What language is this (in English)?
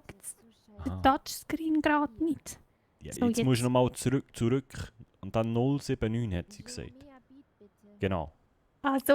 Swiss German